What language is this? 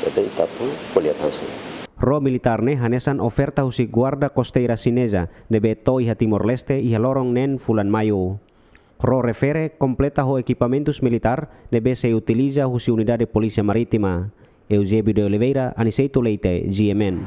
Tetum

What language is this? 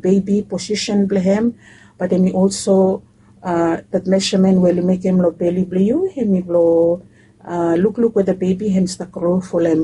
Bislama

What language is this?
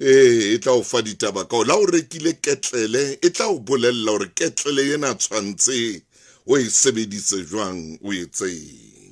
Southern Sotho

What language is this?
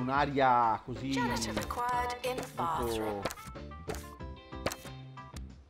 Italian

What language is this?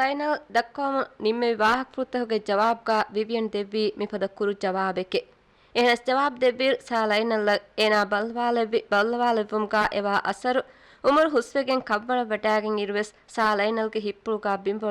Divehi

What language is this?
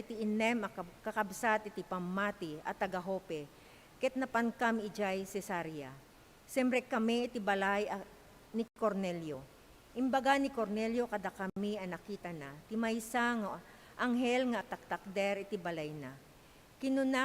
Iloko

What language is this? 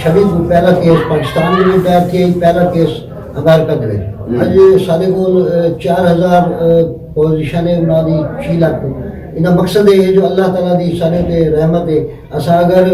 Saraiki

